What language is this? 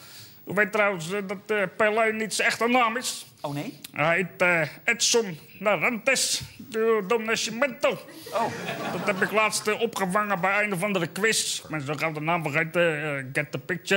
Dutch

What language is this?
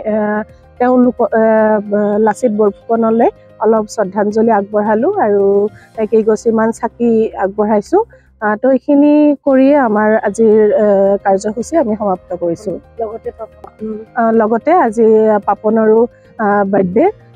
Assamese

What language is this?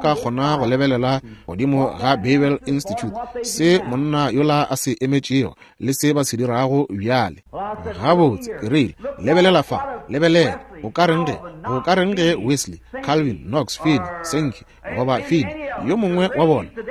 Northern Sotho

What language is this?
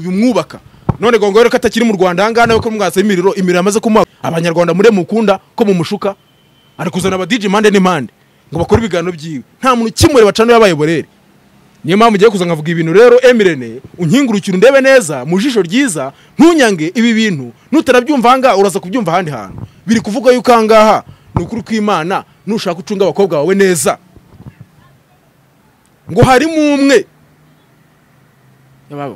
Kinyarwanda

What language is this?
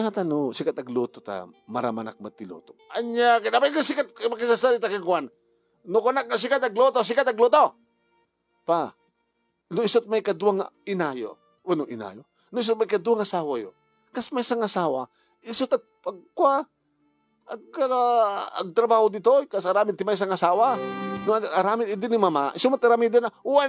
Iloko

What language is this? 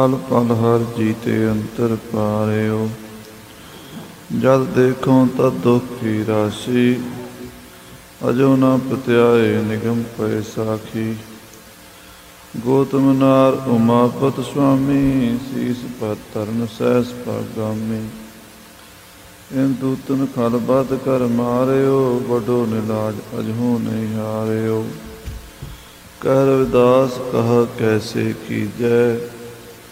Punjabi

